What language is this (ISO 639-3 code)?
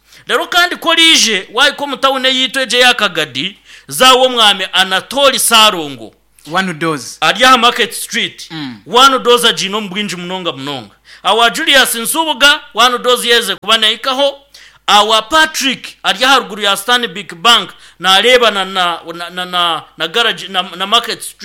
nyn